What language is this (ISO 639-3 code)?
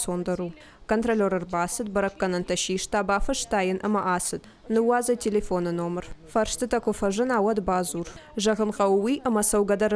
oss